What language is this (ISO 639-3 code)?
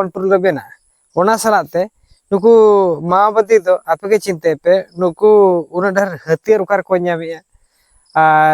sat